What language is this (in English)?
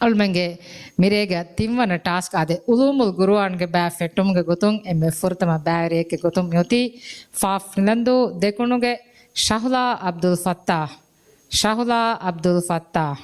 Divehi